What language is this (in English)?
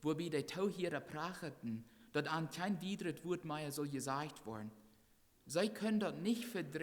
Plautdietsch